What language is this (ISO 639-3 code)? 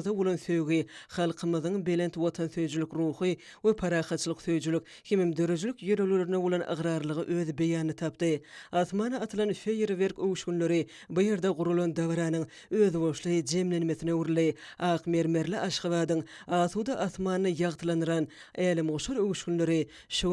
tuk